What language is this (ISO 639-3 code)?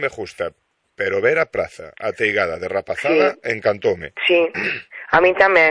glg